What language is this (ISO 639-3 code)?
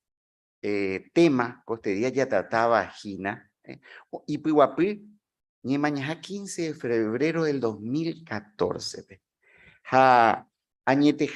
grn